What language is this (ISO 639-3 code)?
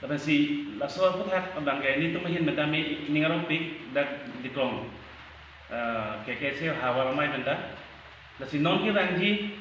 mjw